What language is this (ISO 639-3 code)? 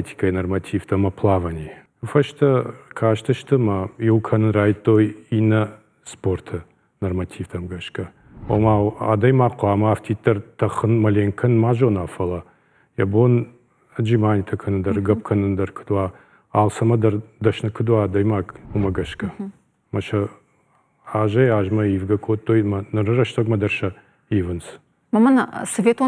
oss